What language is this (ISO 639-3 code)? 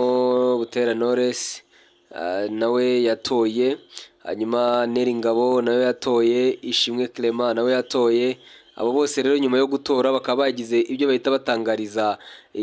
kin